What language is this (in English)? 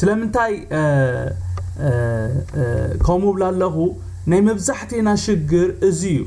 Tigrinya